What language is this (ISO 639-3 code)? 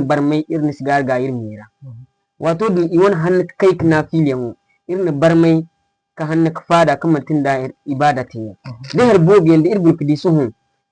dje